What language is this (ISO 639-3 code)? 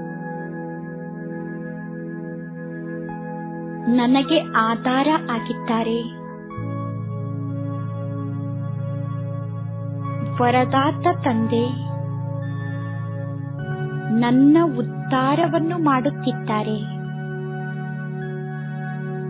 kan